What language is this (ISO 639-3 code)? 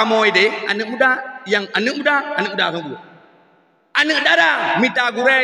ace